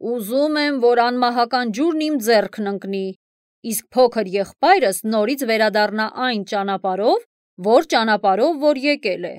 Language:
Armenian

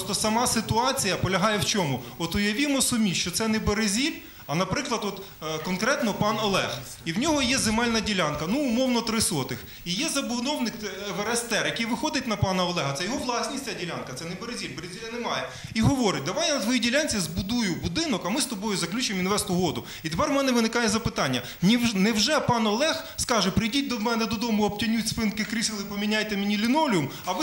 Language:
Ukrainian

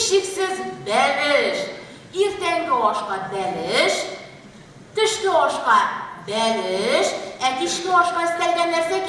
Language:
Tatar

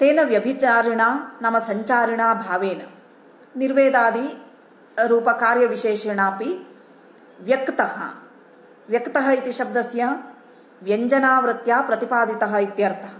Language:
Sanskrit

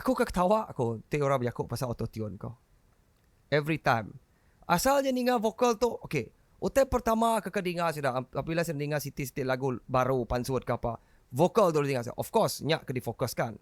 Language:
Iban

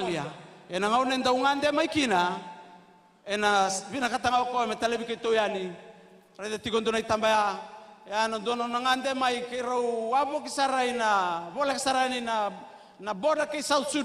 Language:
Fijian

